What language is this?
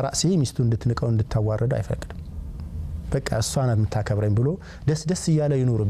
Amharic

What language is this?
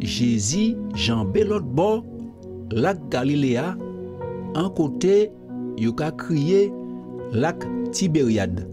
Guadeloupean Creole French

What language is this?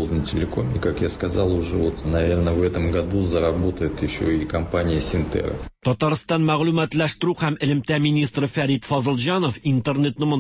Tatar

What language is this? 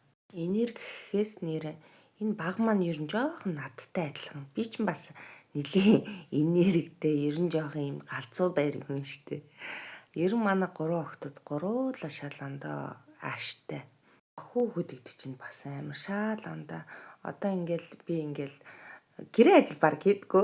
Mongolian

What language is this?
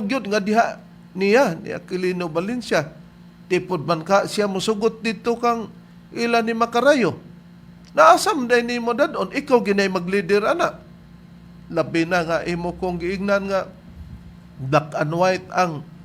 Cebuano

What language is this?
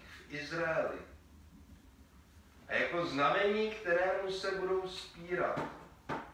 Czech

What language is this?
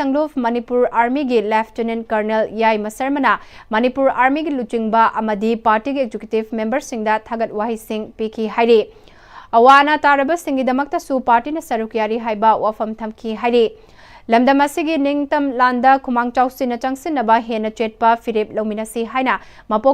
Manipuri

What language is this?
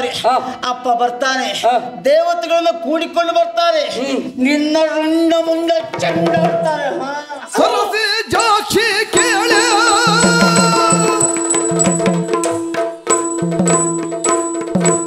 Kannada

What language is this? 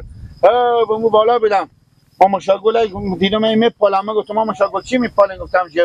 Persian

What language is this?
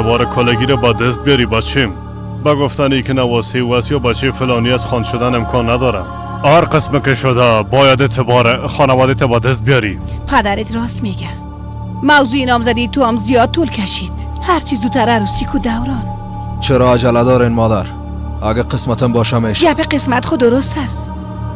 Persian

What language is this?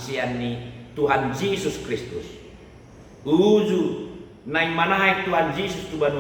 Batak Toba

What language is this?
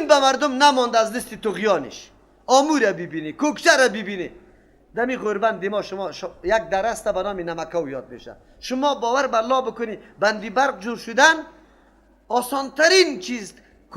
Persian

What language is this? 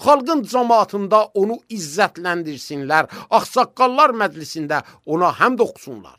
Azerbaijani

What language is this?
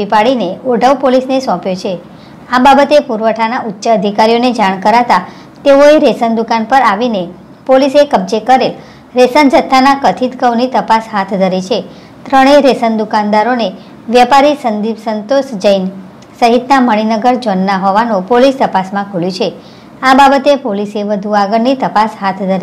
Gujarati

